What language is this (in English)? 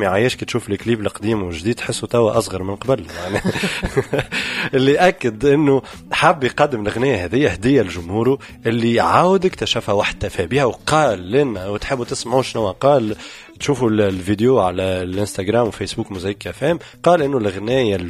Tunisian Arabic